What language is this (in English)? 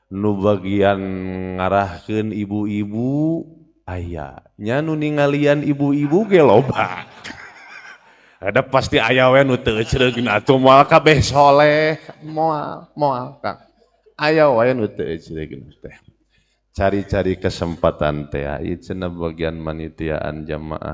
Sundanese